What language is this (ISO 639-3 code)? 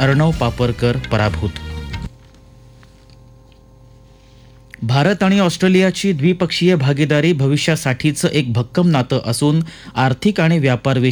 mar